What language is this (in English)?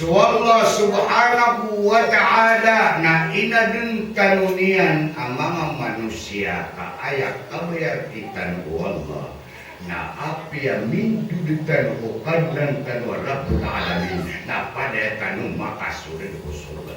Maranao